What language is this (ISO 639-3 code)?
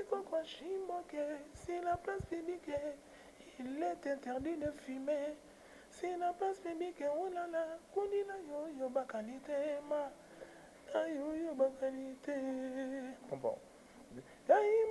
lin